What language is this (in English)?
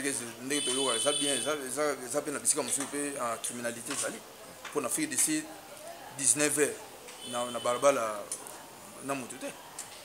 Lingala